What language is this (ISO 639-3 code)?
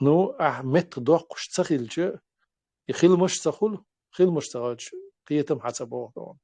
che